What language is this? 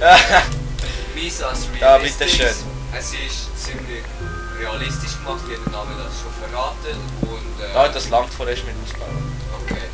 Swiss German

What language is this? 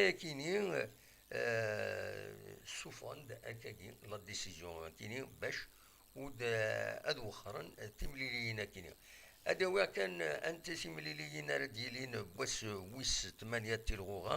Kabyle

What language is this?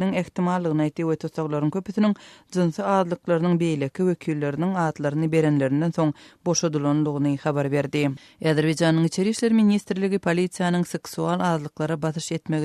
Turkmen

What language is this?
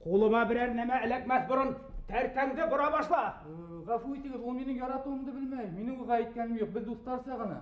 Bashkir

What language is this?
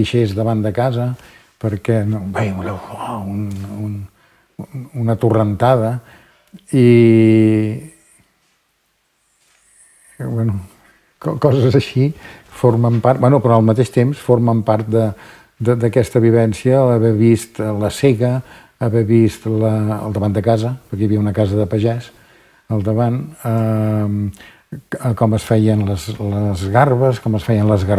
Catalan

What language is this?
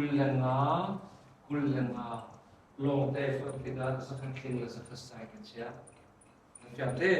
Hakha Chin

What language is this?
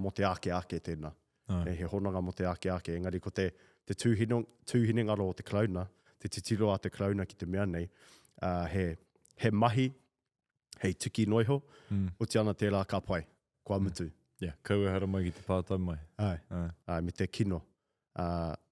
Māori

